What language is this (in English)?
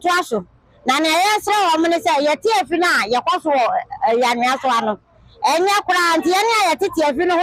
Akan